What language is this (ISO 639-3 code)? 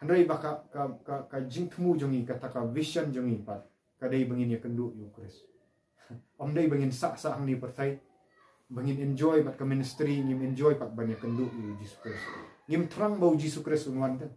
kha